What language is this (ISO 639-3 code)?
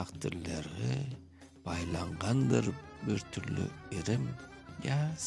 crh